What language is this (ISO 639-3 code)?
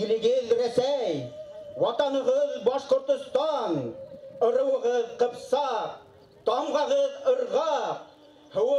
bak